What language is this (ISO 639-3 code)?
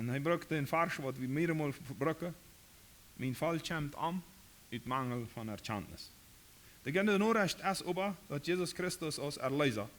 pdt